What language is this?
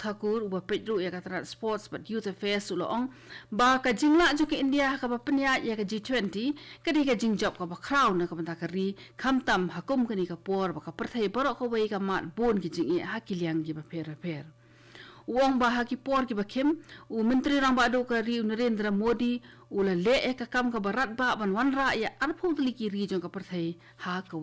Khasi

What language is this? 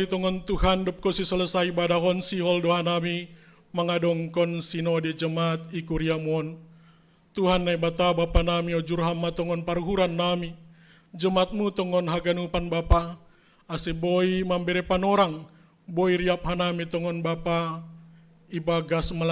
Batak Simalungun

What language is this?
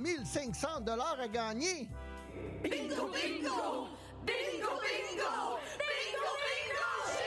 French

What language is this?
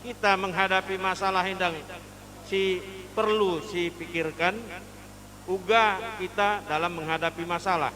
Batak Karo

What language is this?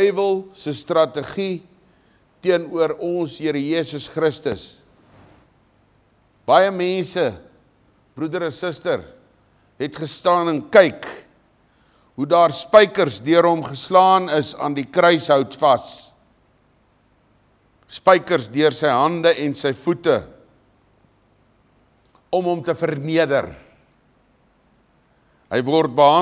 Afrikaans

